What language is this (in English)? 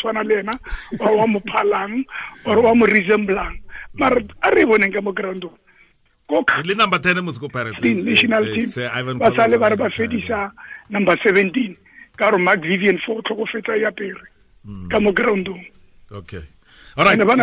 Tswana